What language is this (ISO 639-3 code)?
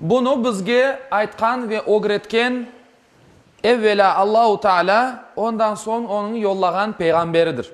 crh